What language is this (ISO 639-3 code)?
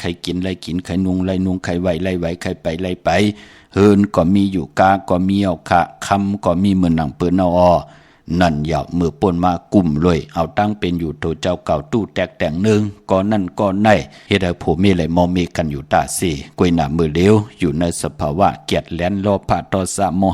shn